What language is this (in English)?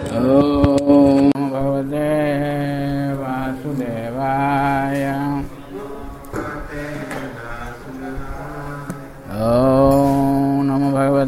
Odia